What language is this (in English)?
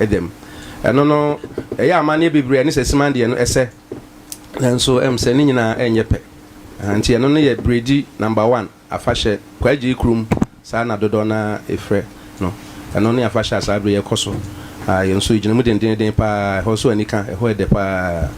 Akan